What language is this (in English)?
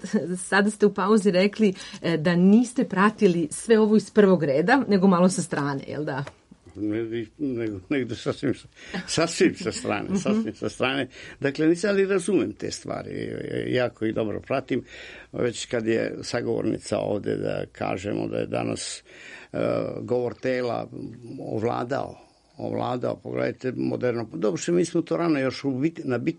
Serbian